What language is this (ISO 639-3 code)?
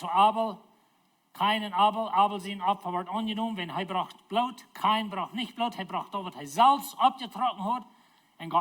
pdt